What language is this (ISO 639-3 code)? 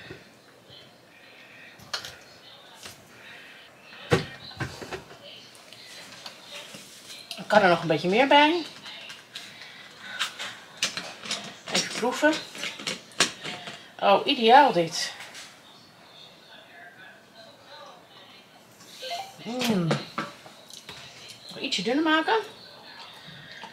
nld